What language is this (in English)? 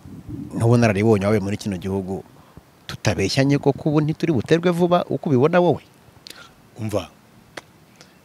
Kinyarwanda